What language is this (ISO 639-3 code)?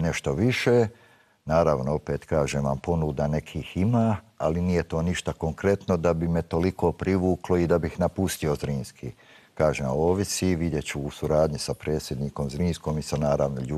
bos